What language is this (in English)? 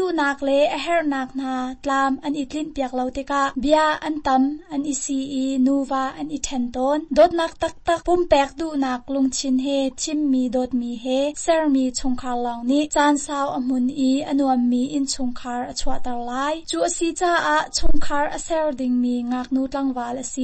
Hakha Chin